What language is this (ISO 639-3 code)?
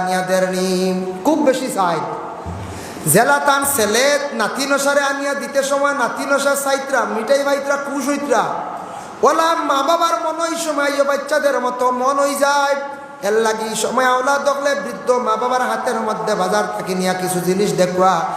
syl